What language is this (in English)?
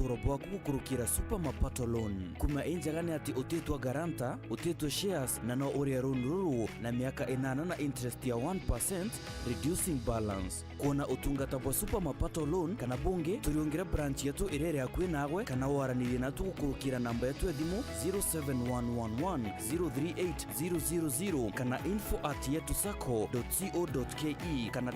Meru